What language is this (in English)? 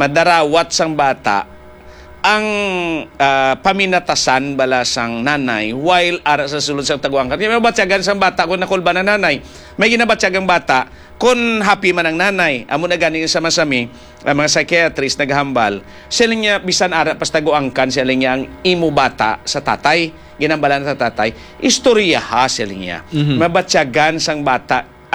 Hiligaynon